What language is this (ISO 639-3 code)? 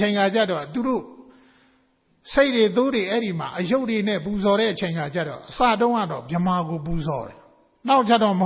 mya